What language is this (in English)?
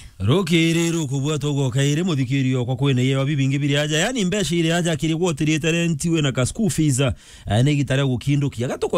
Meru